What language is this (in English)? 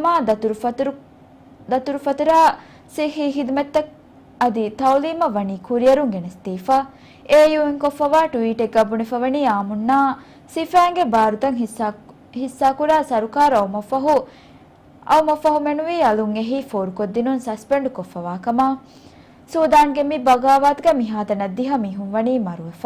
Divehi